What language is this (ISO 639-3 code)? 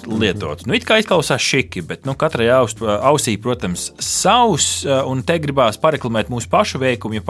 lav